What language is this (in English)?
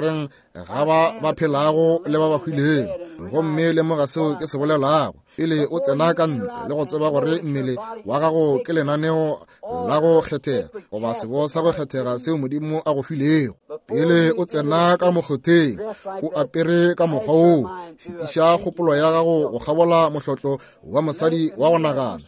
Northern Sotho